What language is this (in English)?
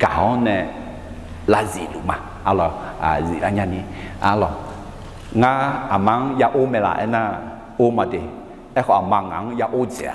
Akha